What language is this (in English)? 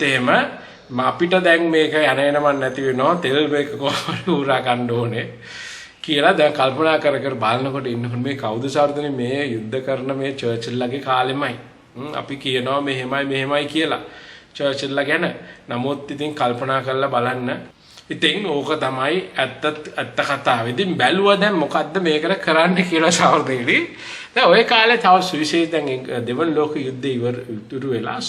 Sinhala